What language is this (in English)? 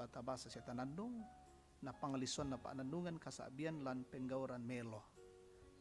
Toraja-Sa'dan